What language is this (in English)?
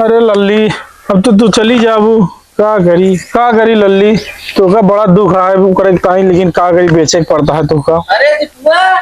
Awadhi